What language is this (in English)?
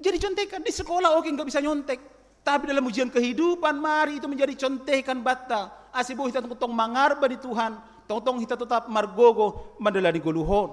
Batak Simalungun